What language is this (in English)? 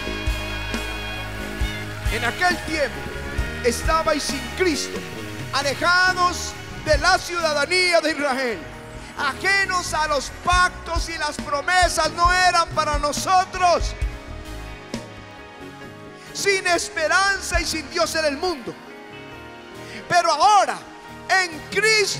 Spanish